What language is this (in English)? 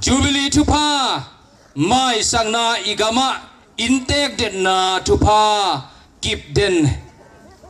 Tedim Chin